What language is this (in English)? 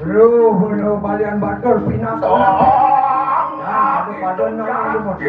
Balinese